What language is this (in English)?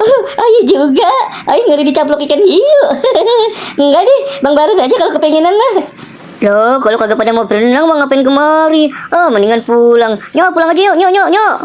Betawi